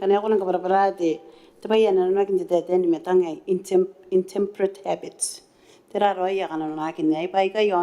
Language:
Gilbertese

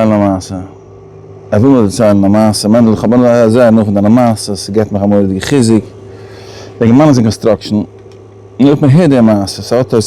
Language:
Yiddish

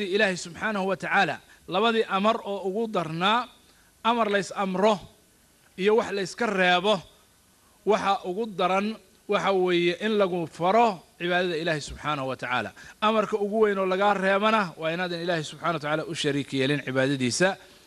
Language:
Somali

